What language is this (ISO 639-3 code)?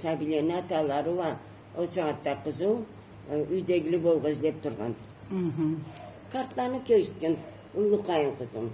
krc